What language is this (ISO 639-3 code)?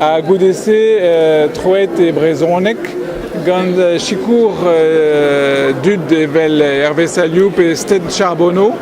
bre